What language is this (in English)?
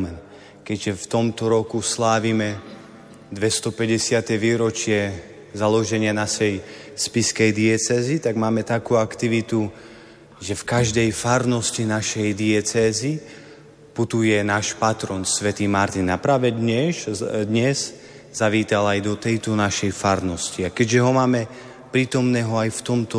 Slovak